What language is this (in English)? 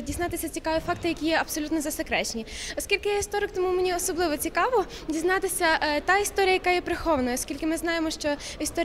Ukrainian